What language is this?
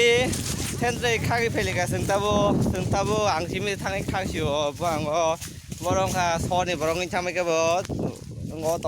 Kok Borok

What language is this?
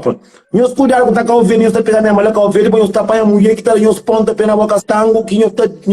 Kabuverdianu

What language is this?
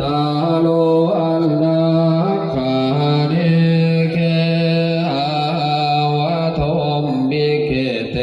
Northeastern Thai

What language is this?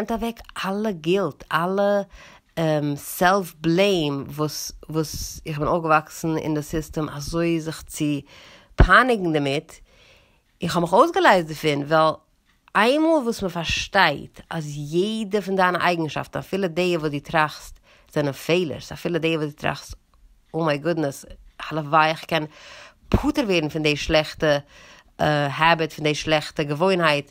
Yiddish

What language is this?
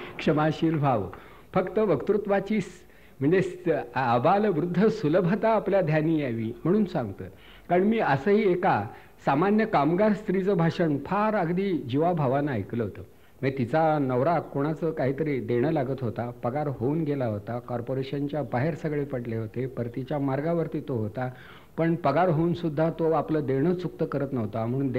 Marathi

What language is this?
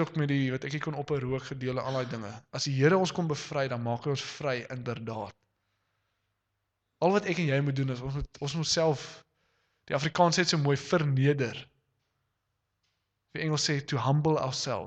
Afrikaans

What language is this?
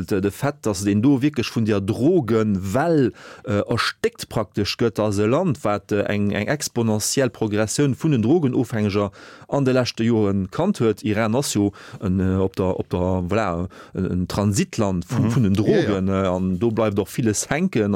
Luxembourgish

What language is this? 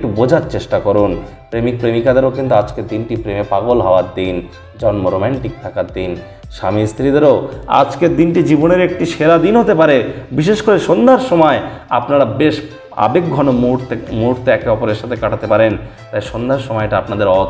Bangla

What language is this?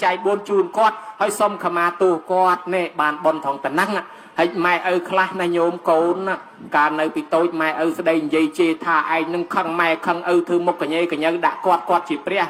Khmer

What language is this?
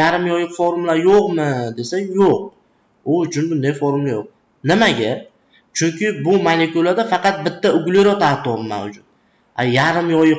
Uzbek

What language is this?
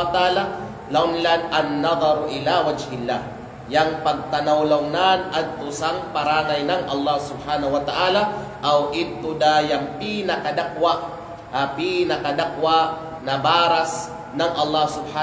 Kalagan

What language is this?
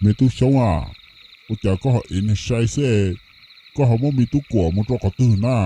Hmong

